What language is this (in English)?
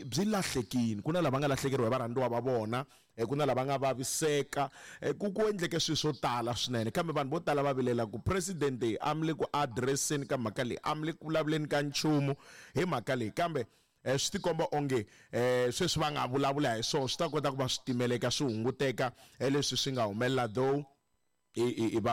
Tsonga